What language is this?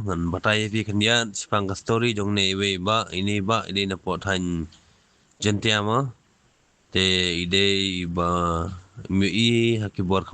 Khasi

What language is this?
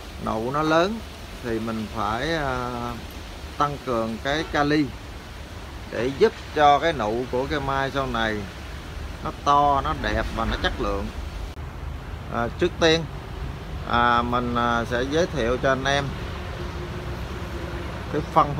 Vietnamese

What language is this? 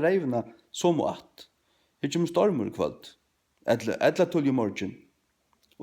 Faroese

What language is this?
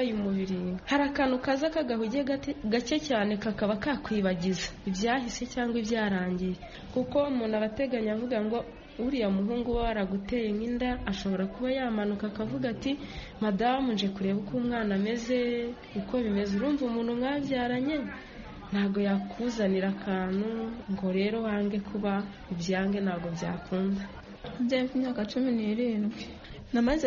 Kinyarwanda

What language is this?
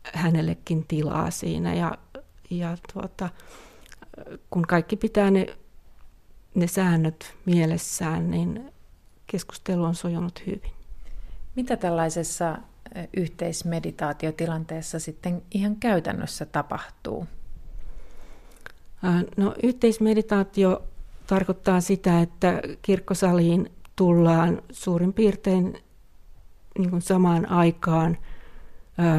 Finnish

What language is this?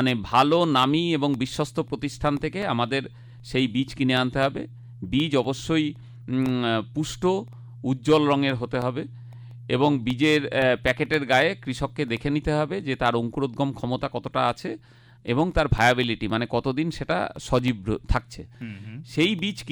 Bangla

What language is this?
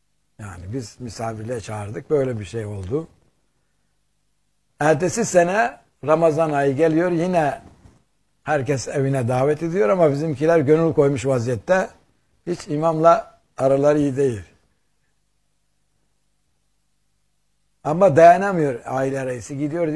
Turkish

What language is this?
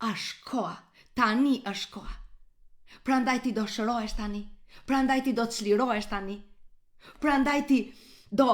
Albanian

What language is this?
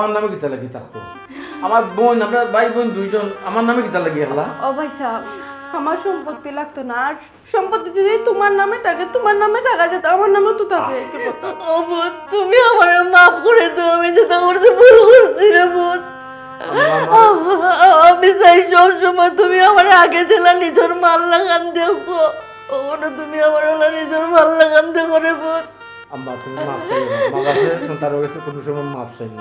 Sylheti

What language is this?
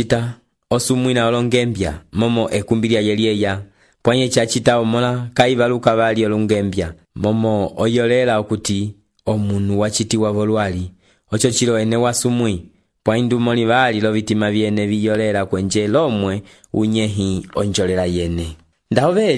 Umbundu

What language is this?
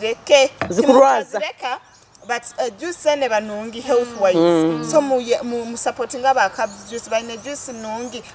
Nyoro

